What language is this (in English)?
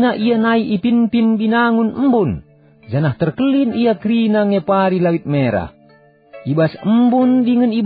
Batak Karo